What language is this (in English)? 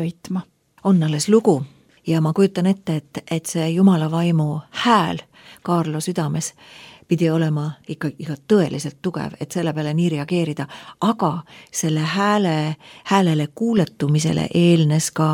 Estonian